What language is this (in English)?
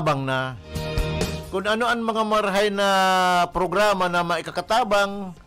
Bikol